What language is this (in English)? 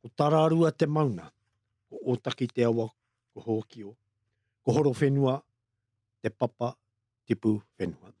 Māori